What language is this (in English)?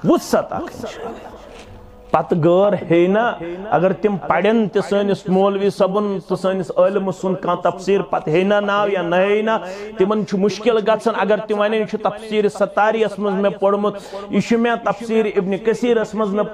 Kashmiri